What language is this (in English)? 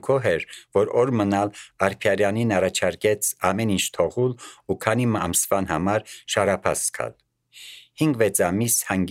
Armenian